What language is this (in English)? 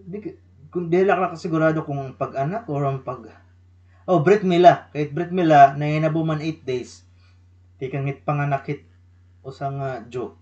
Waray